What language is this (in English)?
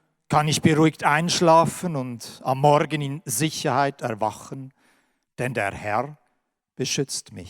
Swiss German